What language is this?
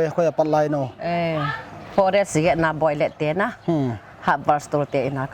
Paite Chin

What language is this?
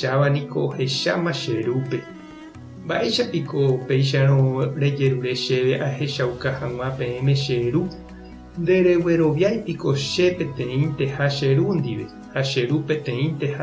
Guarani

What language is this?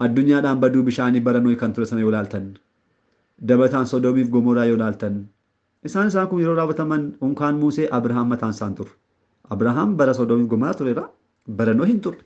Oromo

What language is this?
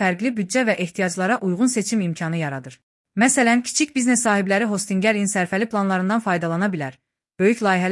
Azerbaijani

